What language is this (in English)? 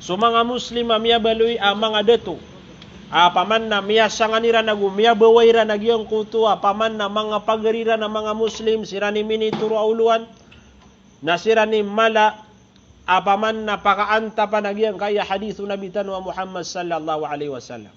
Maranao